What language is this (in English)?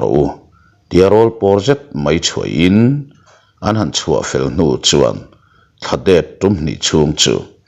Mizo